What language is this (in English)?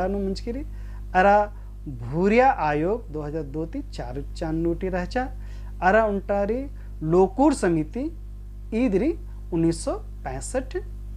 Kurukh